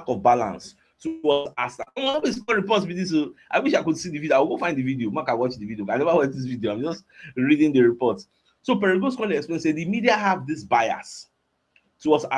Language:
Nigerian Pidgin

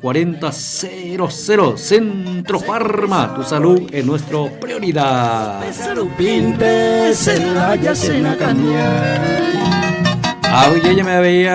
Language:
Guarani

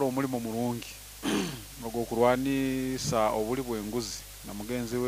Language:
Nyankole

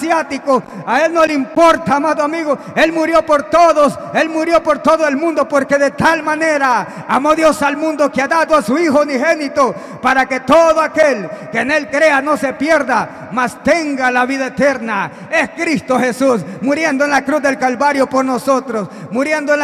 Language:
Spanish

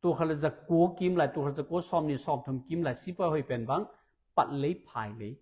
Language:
Tedim Chin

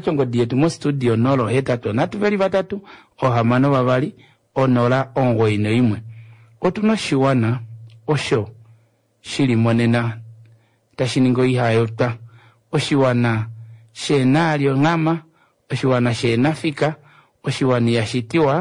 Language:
Kuanyama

